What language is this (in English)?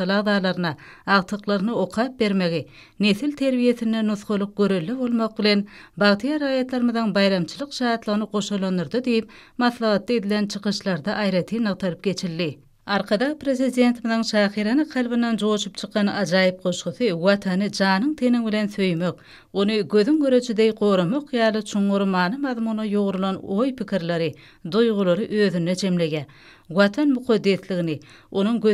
Turkmen